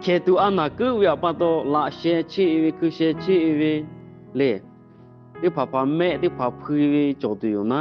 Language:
Lahu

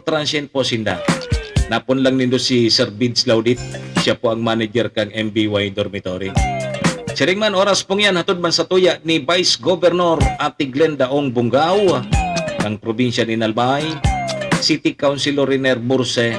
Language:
Bikol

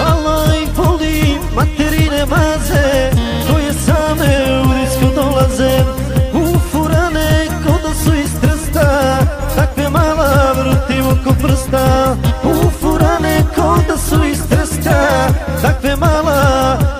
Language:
Croatian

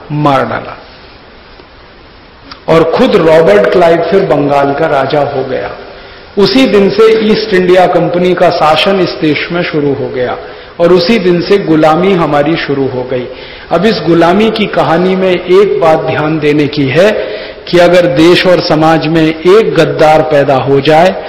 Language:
Hindi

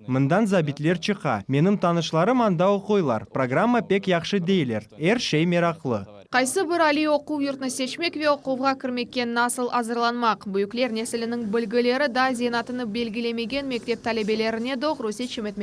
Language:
Crimean Tatar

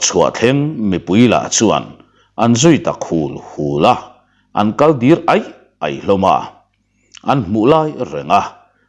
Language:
Mizo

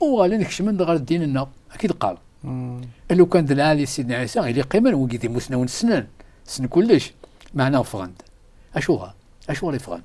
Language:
Kabyle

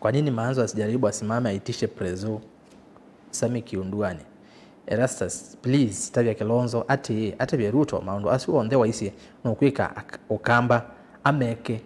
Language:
Kamba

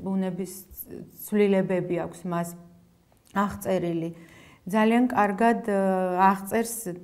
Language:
Georgian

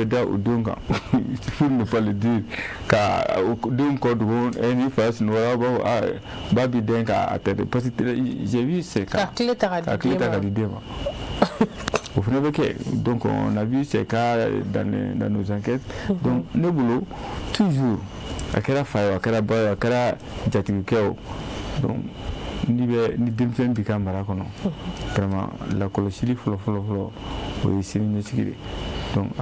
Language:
Bambara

